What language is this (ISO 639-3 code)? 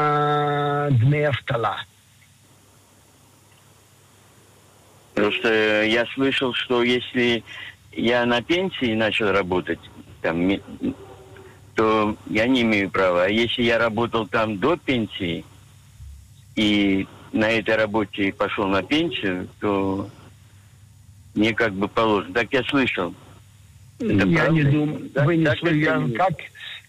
rus